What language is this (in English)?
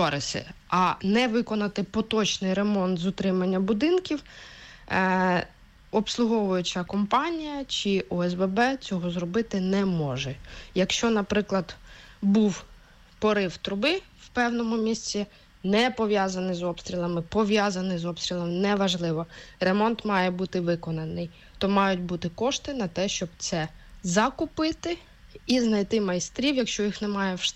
Ukrainian